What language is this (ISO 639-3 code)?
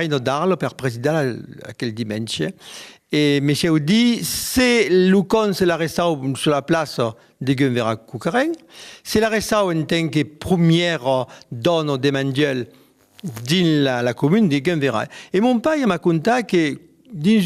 oci